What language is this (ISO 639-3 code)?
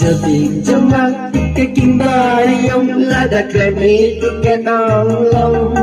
kha